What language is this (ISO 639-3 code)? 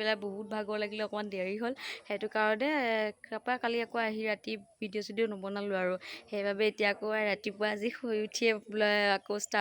asm